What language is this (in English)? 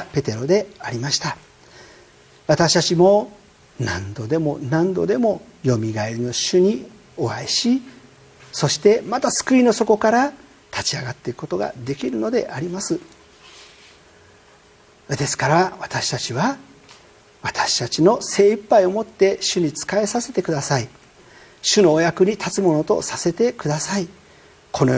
Japanese